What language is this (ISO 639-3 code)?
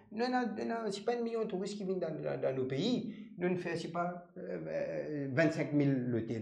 mfe